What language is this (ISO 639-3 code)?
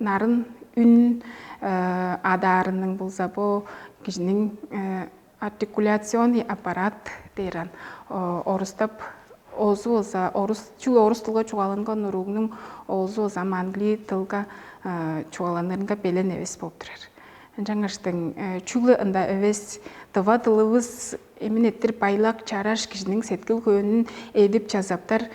tyv